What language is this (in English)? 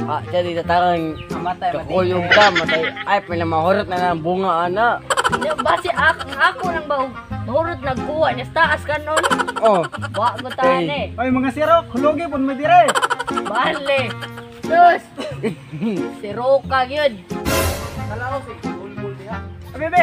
Cebuano